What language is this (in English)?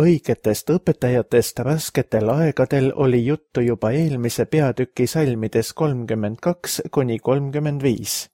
Estonian